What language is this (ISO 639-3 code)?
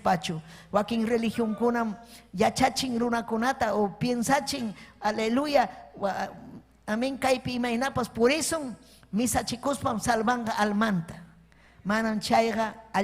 quy